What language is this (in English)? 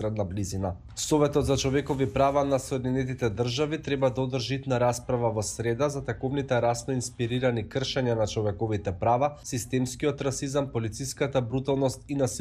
Macedonian